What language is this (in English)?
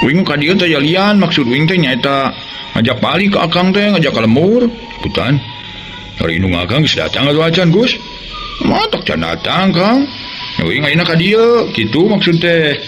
Sundanese